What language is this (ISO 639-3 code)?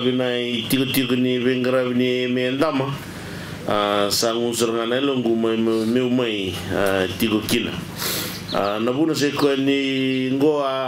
fij